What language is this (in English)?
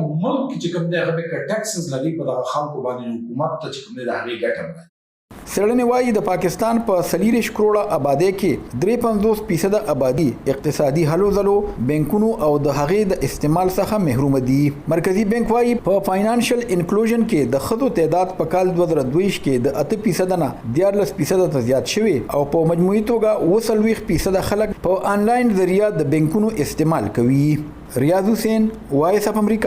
Pashto